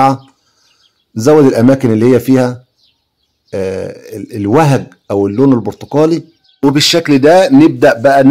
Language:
Egyptian Arabic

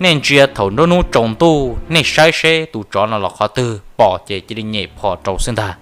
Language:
Hmong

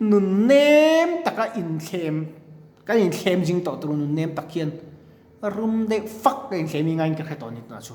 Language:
Mizo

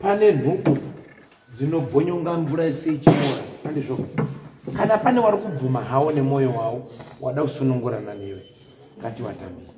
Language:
Shona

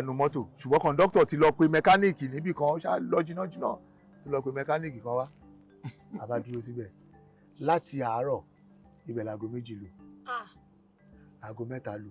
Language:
Yoruba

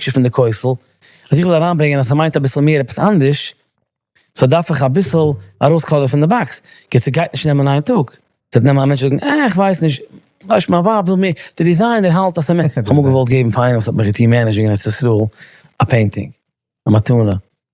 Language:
Yiddish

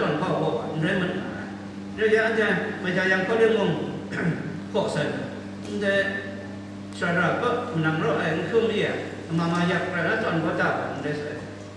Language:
Kachin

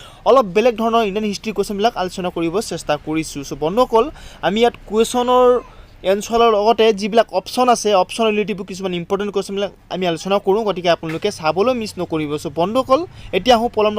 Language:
Assamese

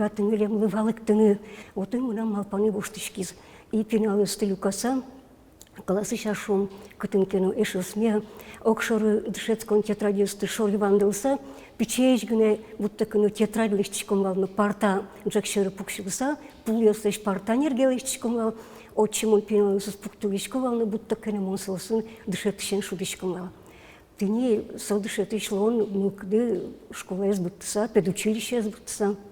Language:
Udmurt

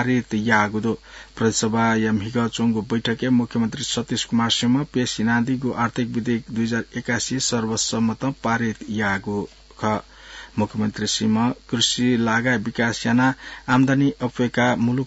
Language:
Newari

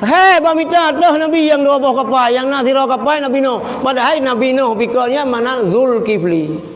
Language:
Achinese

